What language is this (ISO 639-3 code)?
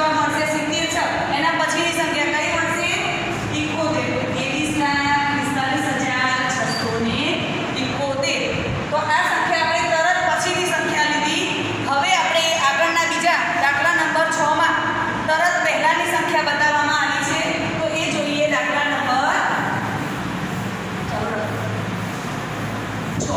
guj